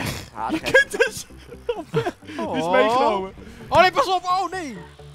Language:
Dutch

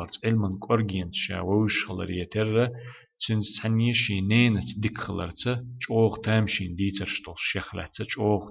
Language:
Chechen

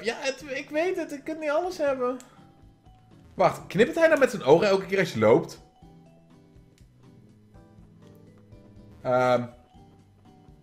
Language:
Dutch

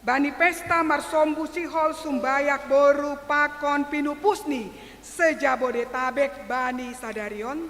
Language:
Batak Simalungun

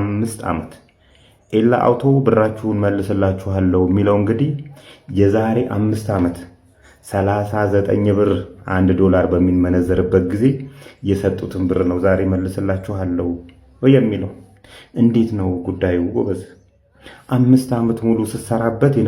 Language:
Amharic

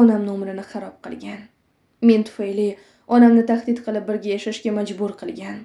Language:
Uzbek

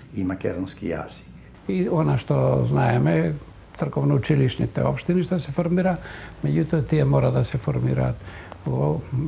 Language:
Macedonian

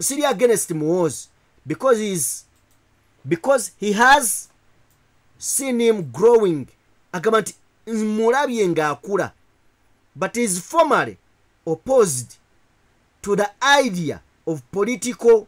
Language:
Ganda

